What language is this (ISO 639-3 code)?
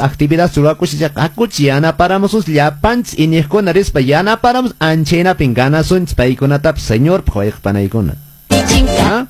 que